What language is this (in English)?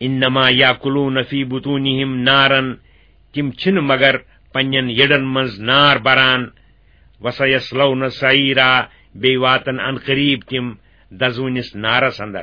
Kashmiri